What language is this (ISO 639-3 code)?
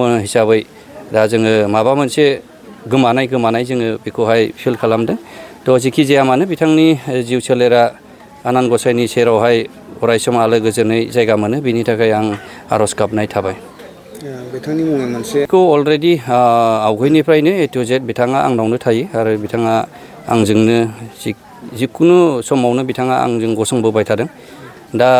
brx